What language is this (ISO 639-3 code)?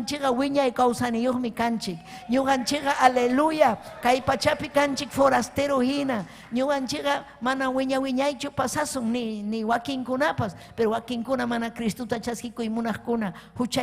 quy